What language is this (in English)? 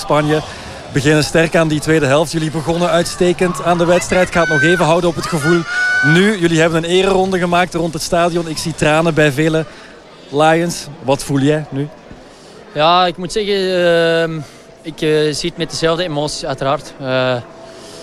Dutch